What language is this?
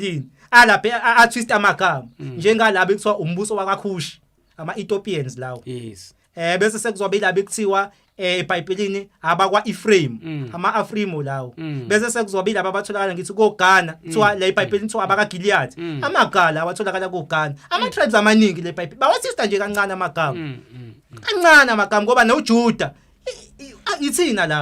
Zulu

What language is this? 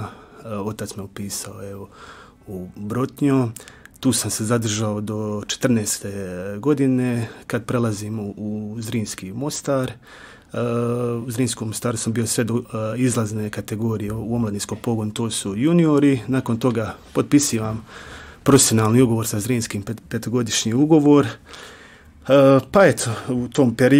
Croatian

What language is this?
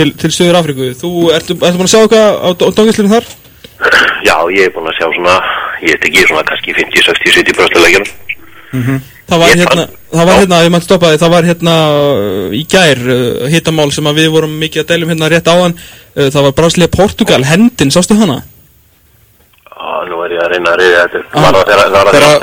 Icelandic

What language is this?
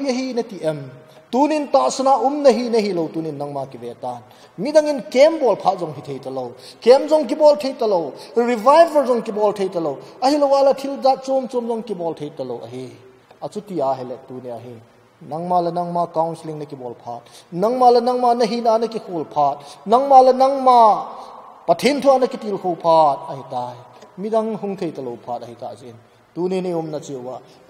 Thado Chin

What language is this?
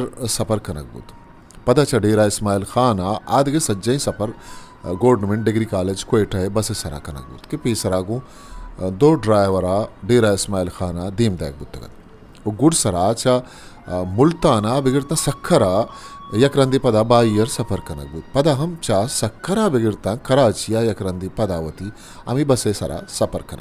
Eastern Balochi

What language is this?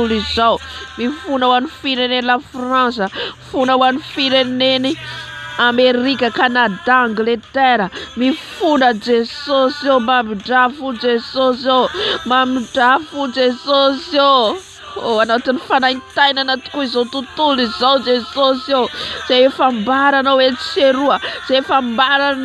Malagasy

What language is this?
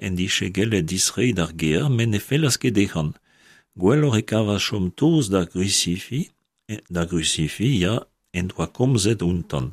Breton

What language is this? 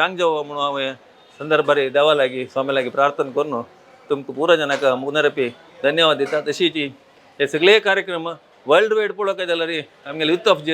Konkani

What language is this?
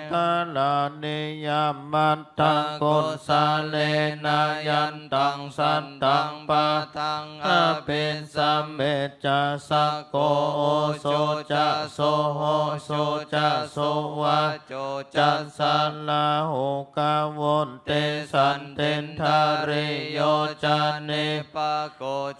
Pali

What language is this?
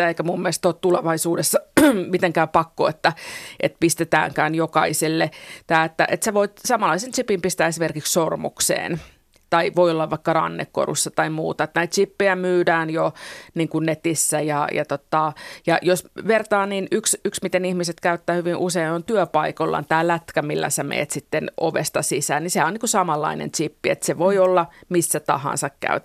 Finnish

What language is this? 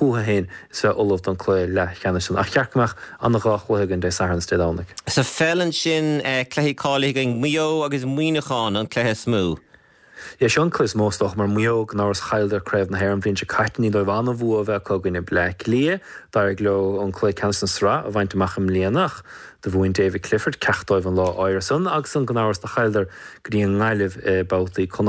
Irish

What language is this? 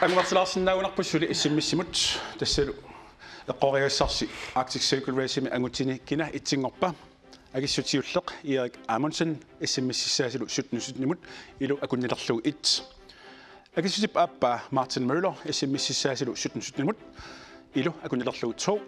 Kalaallisut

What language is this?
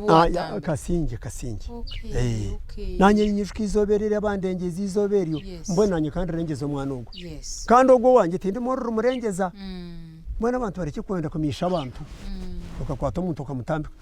Nyankole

